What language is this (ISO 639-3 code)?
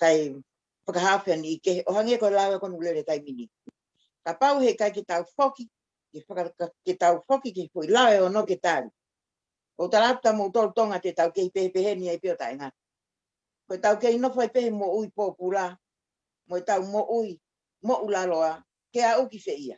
ton